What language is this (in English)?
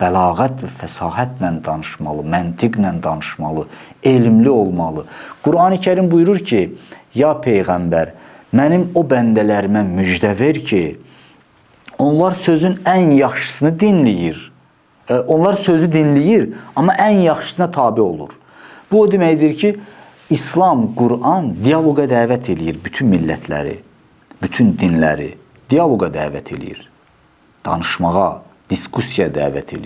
Azerbaijani